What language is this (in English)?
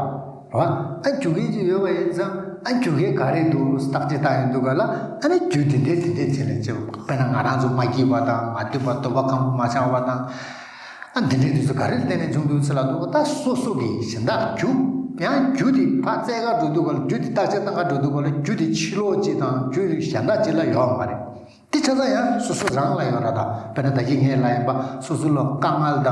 Tibetan